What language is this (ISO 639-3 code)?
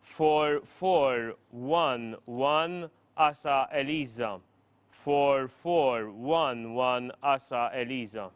eng